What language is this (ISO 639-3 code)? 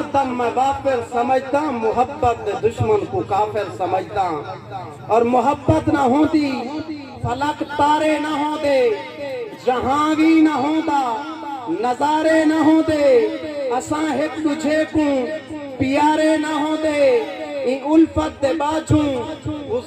skr